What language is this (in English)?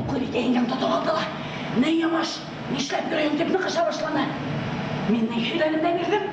Bashkir